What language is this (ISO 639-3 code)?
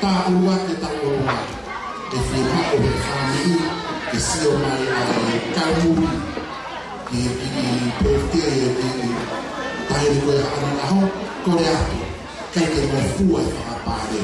ton